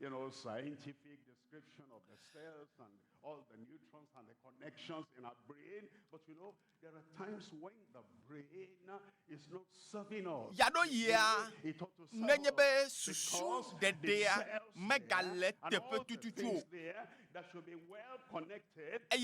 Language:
Ewe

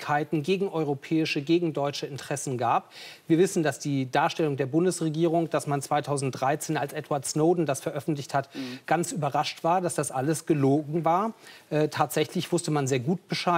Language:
German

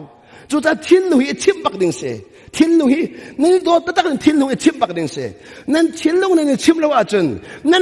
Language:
Hakha Chin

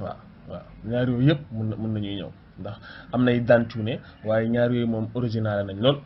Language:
Wolof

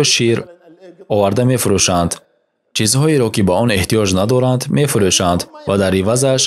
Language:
Tajik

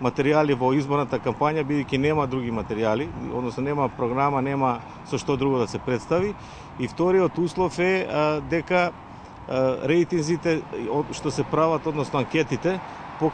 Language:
Macedonian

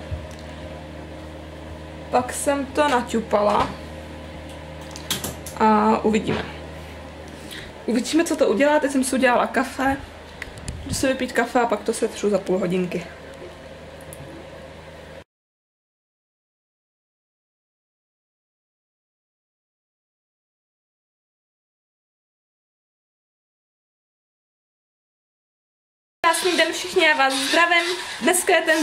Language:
Czech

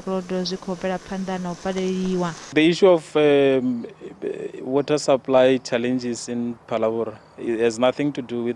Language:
Venda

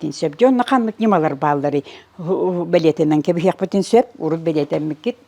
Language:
Yakut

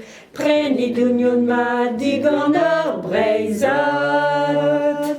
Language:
Breton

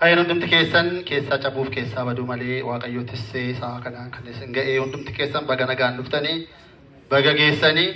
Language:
Oromo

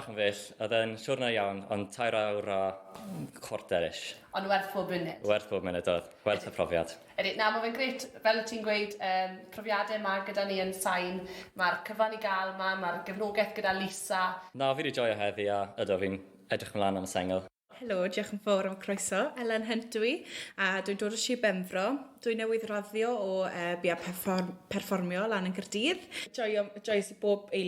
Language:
Welsh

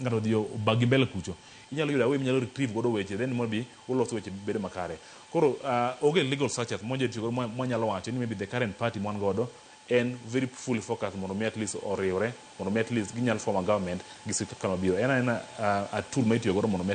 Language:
Luo (Kenya and Tanzania)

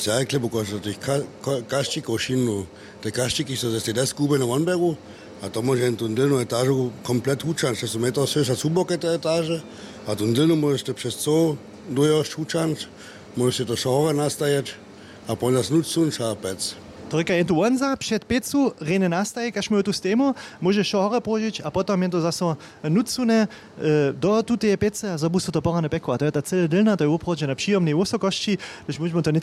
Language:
Upper Sorbian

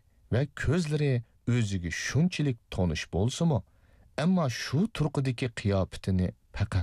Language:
Uyghur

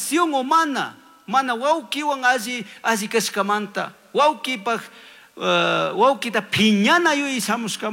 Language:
Chimborazo Highland Quichua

